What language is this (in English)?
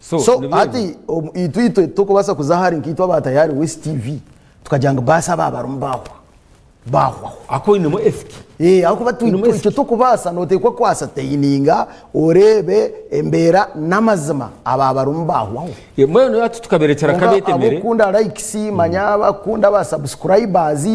Nyankole